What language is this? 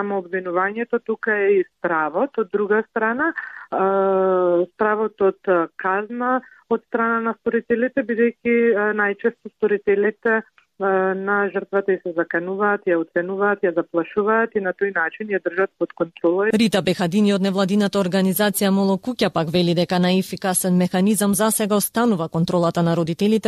Macedonian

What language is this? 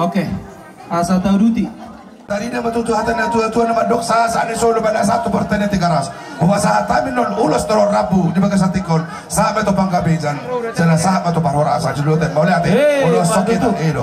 Batak Toba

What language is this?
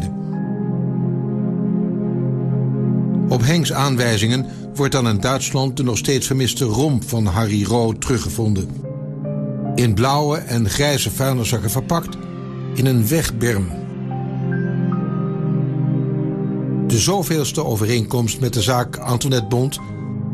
Dutch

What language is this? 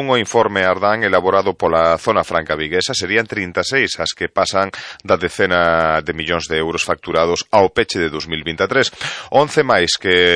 Galician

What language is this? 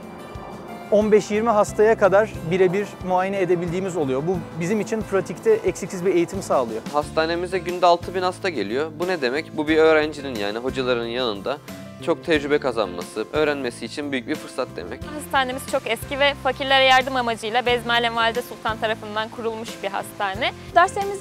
Turkish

